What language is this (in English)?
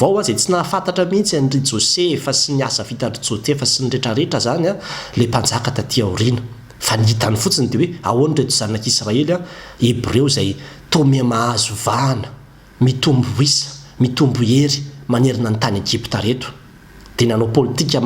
Malagasy